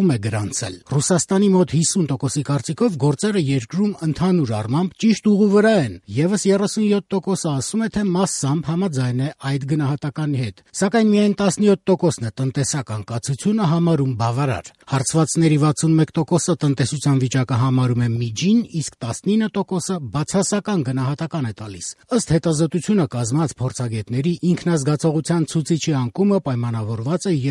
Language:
Armenian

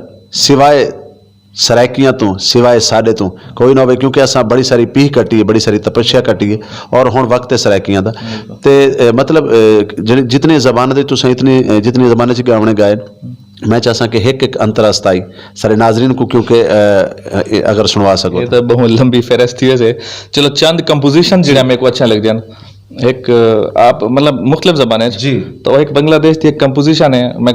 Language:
Saraiki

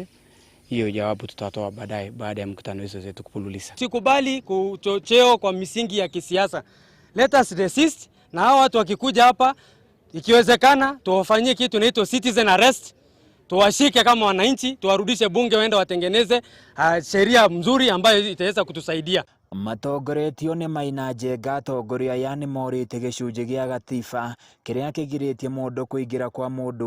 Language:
Kikuyu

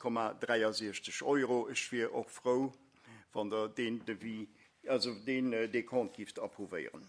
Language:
Luxembourgish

